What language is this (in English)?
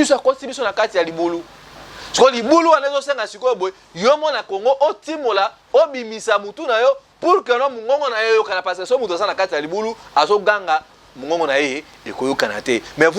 Lingala